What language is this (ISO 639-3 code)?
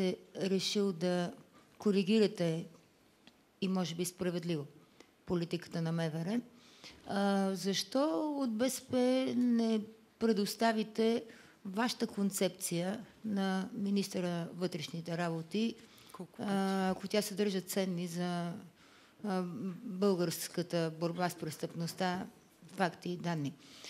bul